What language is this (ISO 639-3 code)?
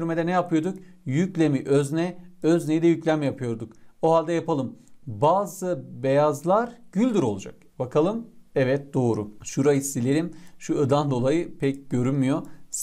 tur